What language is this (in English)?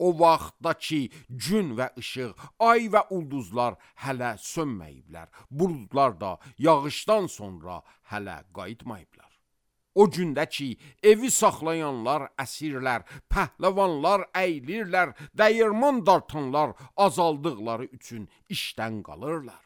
Azerbaijani